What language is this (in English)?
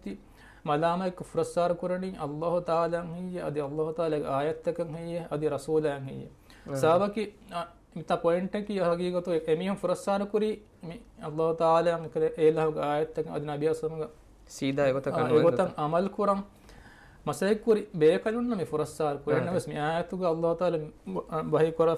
Divehi